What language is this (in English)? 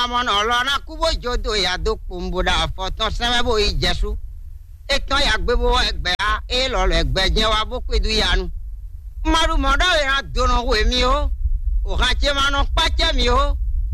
Fon